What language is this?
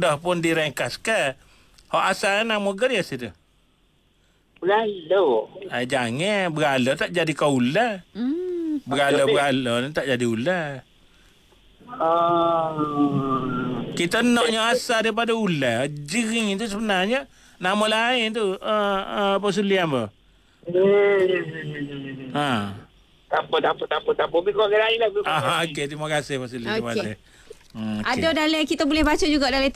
Malay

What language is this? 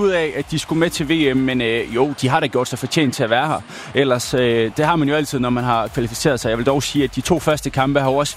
Danish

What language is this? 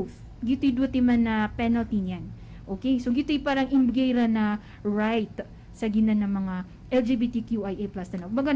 Maranao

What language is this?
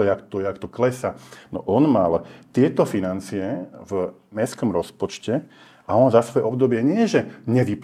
Slovak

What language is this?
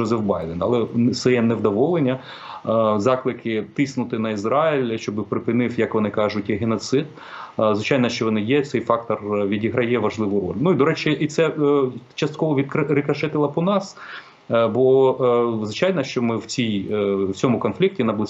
Ukrainian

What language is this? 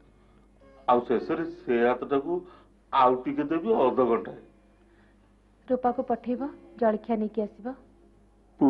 Odia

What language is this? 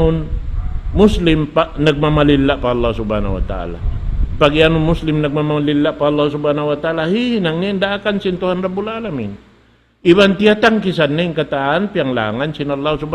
Tausug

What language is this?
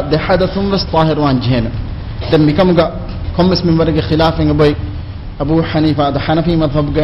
Divehi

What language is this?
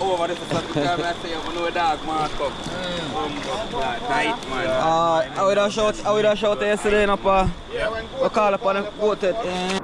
Jamaican Creole English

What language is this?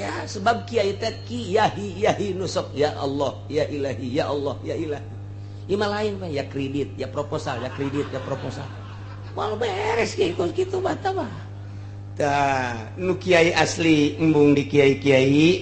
Sundanese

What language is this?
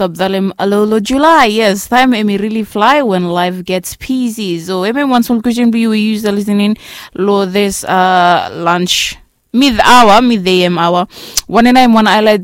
Bislama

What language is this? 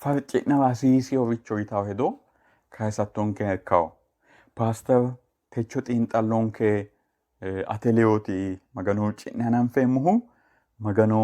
Sidamo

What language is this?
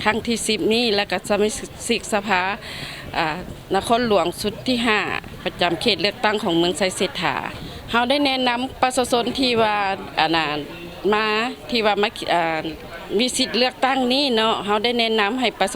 Lao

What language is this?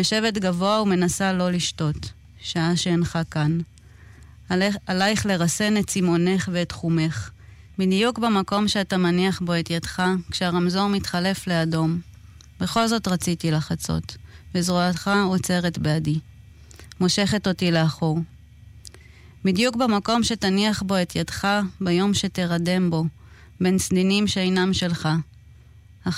Hebrew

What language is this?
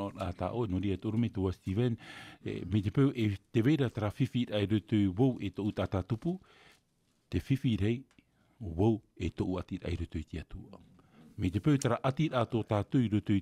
Tahitian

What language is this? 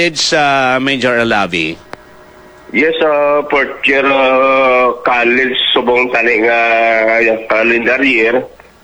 Hiligaynon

